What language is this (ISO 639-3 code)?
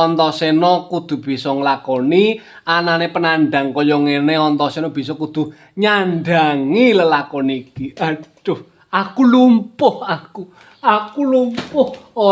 jav